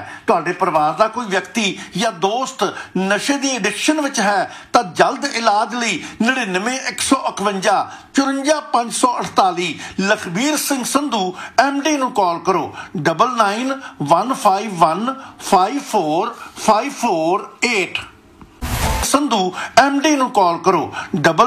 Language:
Punjabi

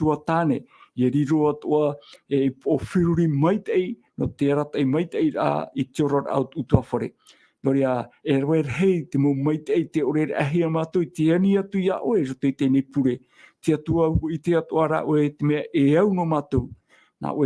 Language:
Tahitian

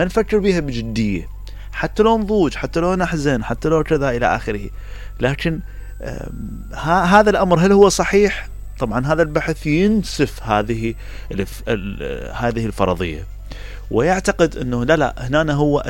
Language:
Mesopotamian Arabic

